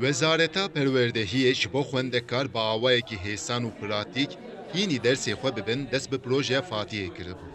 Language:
Kurdish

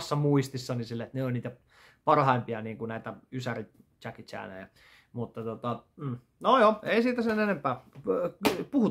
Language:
Finnish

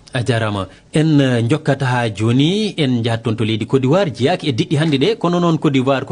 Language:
Fula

